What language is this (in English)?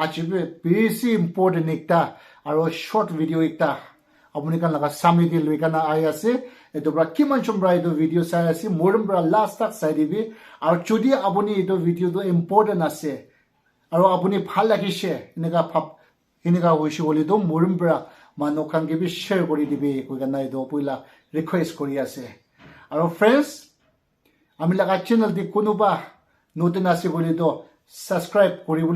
Naga Pidgin